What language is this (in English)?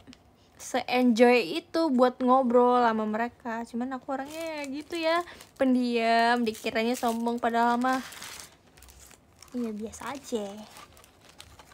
Indonesian